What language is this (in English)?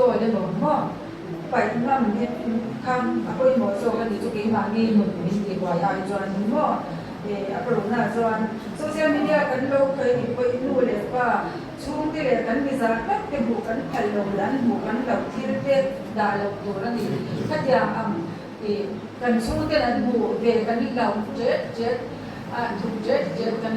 Mizo